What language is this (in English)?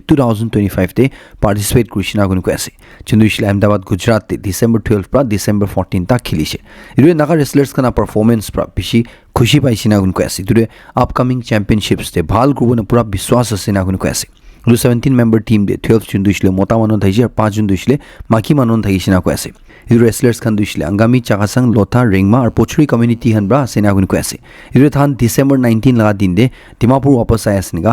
Naga Pidgin